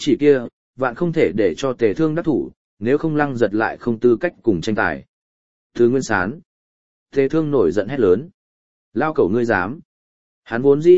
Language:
Vietnamese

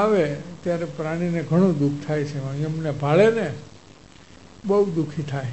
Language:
Gujarati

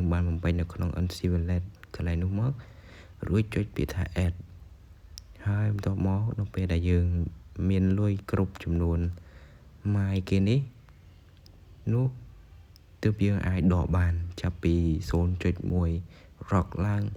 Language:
Khmer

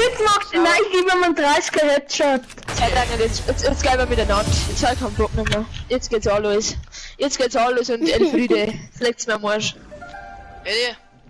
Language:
Bavarian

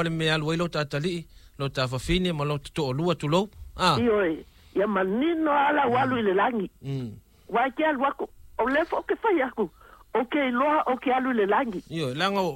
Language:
Samoan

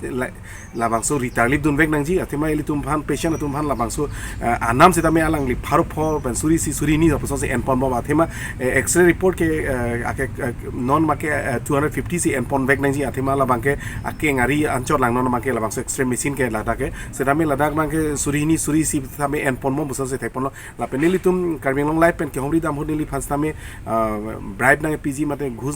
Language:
Karbi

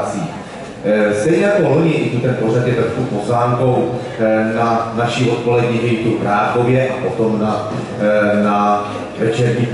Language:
Czech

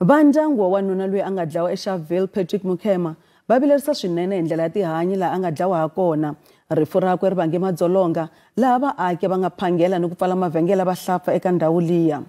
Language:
Tsonga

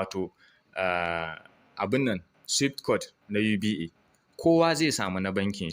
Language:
Hausa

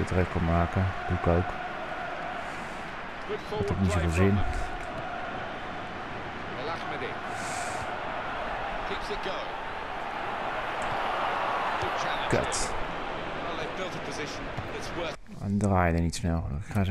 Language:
Dutch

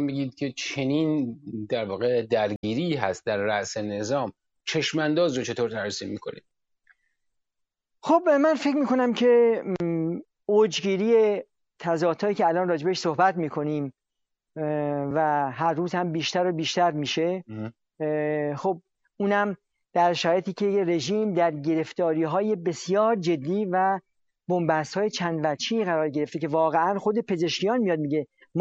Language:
Persian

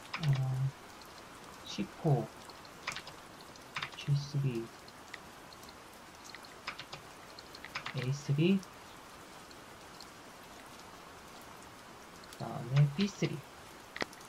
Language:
Korean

